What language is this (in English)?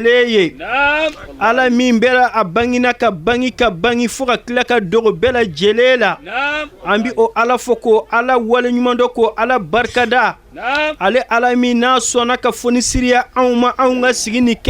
Bambara